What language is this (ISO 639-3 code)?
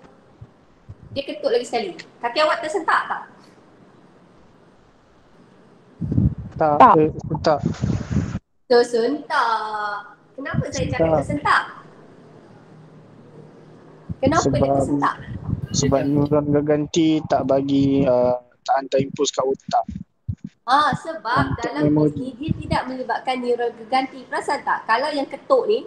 msa